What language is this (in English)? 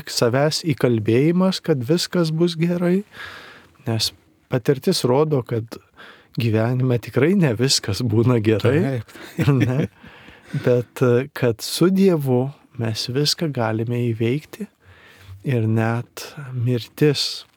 Lithuanian